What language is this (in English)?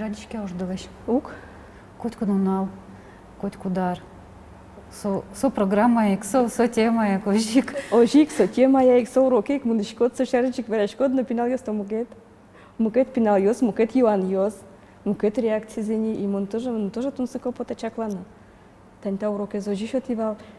Udmurt